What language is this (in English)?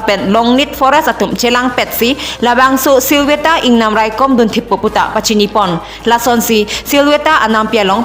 Karbi